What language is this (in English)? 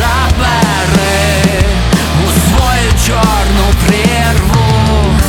Ukrainian